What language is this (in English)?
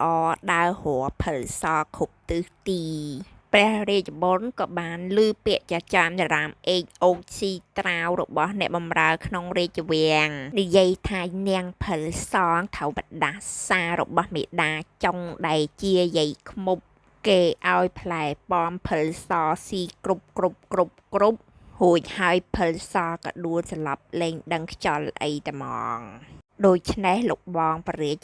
Khmer